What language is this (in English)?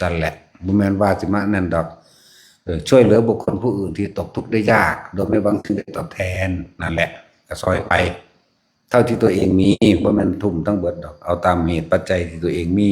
Northeastern Thai